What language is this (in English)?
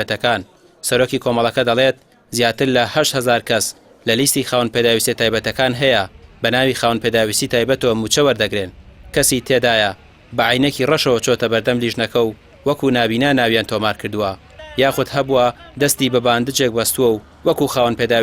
Central Kurdish